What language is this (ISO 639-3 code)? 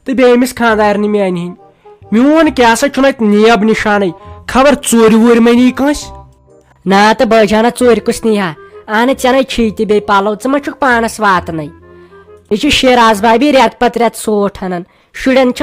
kas